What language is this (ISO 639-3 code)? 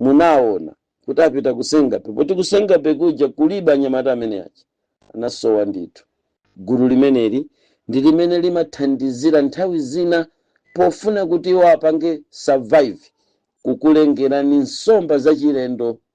nya